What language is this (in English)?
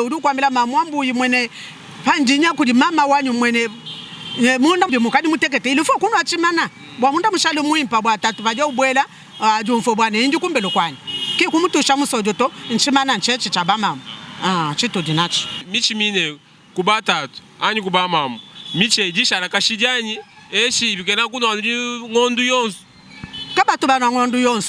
Luba-Lulua